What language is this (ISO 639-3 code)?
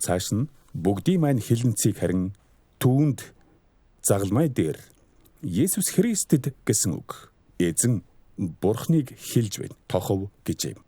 mon